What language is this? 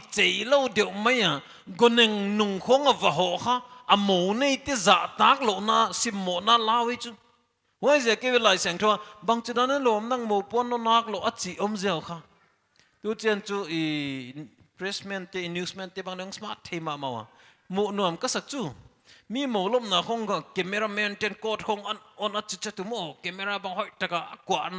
Paite Chin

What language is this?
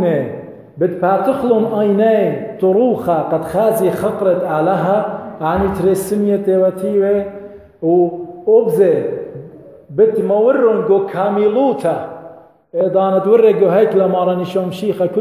Assyrian Neo-Aramaic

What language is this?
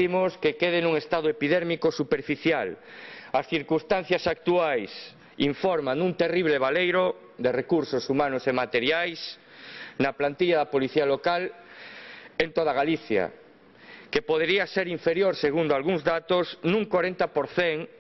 Galician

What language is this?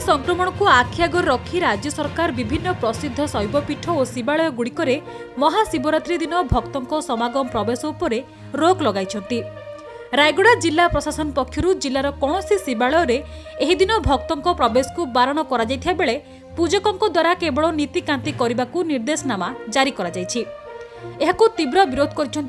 Odia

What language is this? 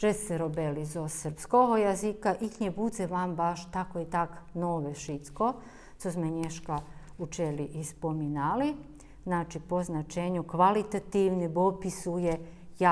Rusyn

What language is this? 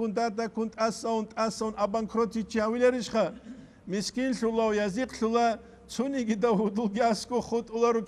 Avaric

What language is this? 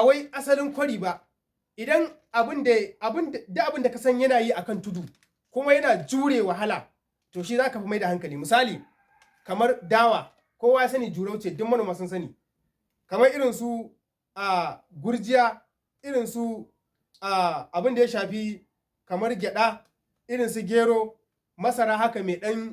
Hausa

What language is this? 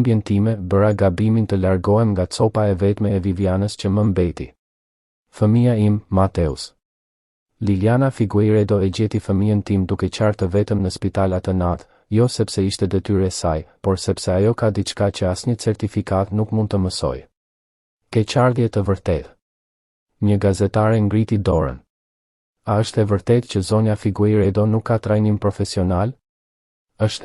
Albanian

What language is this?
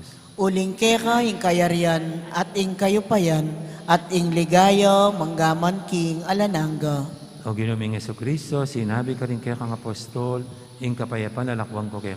Pampanga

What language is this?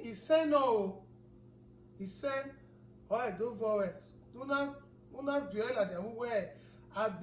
Bini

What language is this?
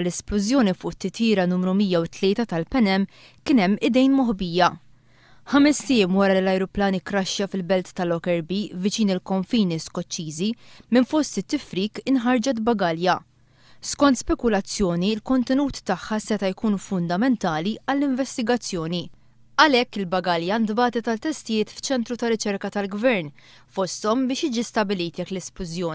Maltese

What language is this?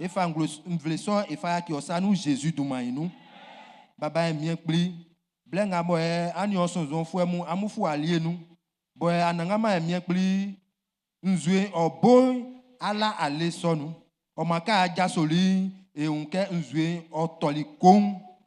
Baoulé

